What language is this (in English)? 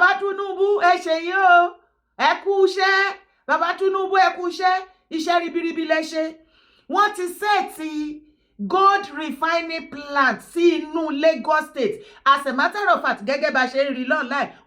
Yoruba